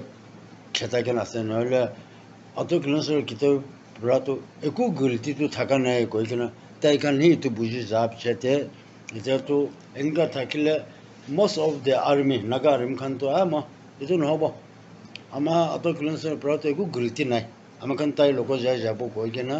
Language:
Naga Pidgin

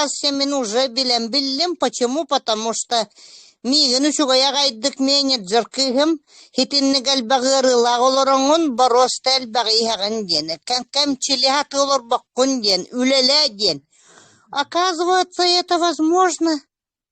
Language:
Yakut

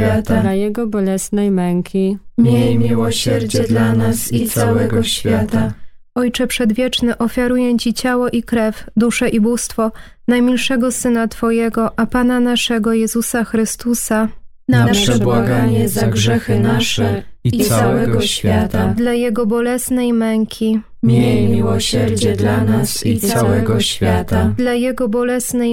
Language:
Polish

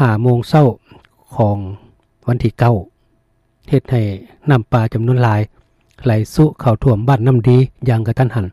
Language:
Lao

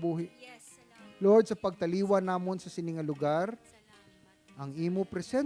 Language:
Hiligaynon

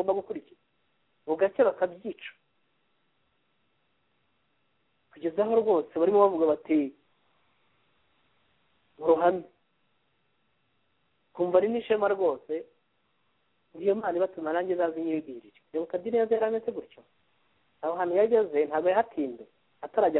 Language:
Kinyarwanda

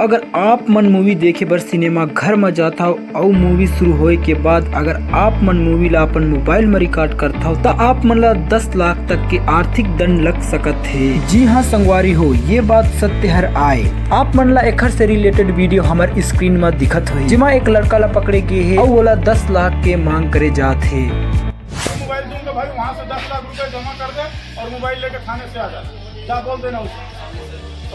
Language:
Chhattisgarhi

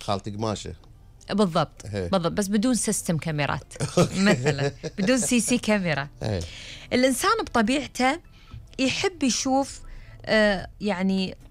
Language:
Gulf Arabic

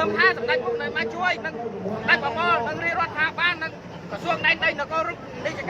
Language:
Khmer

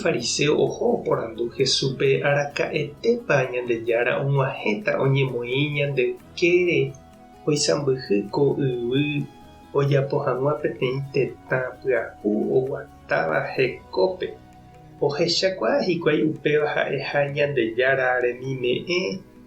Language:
Guarani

